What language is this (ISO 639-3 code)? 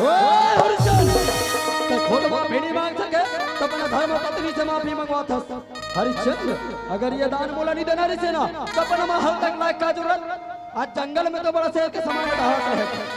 hne